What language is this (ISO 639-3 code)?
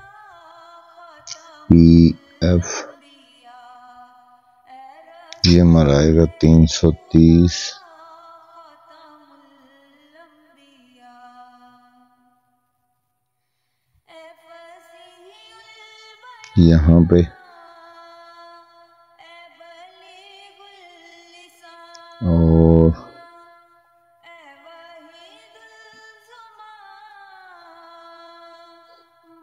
urd